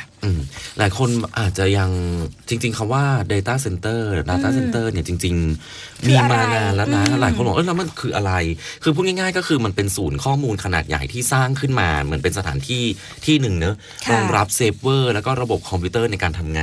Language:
Thai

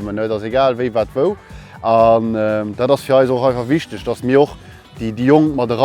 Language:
Luxembourgish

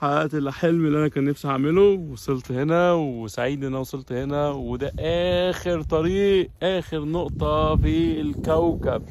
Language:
Egyptian Arabic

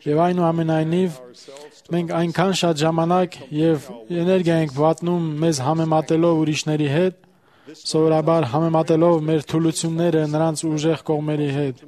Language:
Armenian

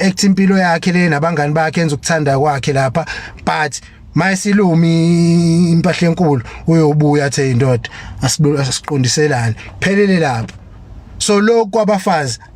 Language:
Zulu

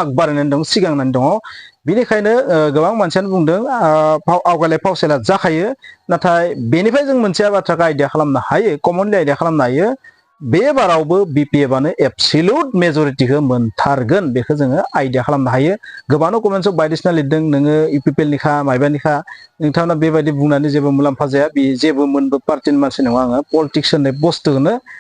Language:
Bodo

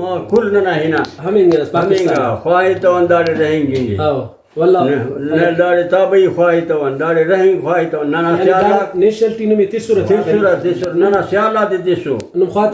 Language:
Brahui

